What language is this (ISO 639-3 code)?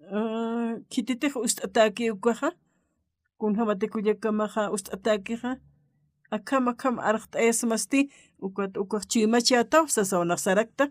aym